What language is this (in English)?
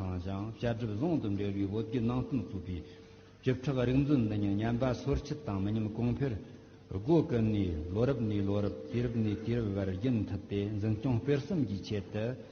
Tibetan